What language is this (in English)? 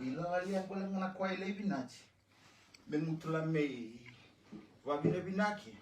Fijian